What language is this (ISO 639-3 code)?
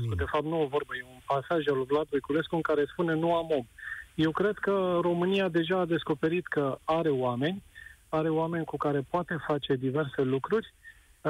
ron